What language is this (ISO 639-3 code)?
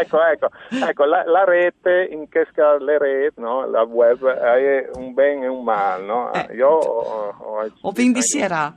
fur